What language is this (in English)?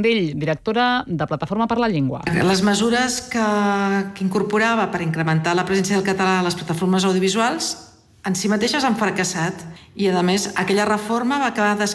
Catalan